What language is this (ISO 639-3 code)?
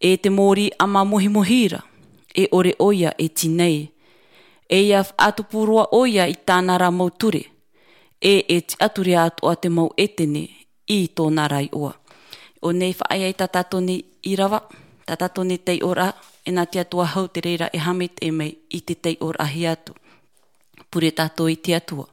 tah